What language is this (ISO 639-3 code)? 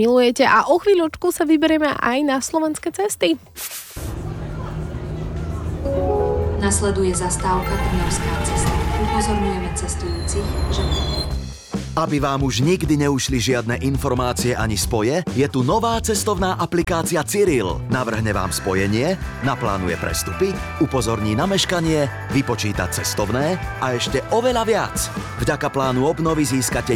slk